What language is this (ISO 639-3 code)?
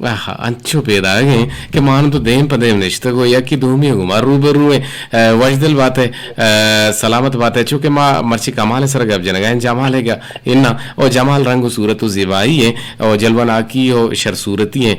bgp